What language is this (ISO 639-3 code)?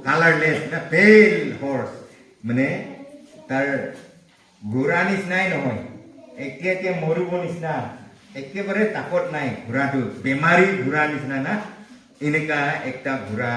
nag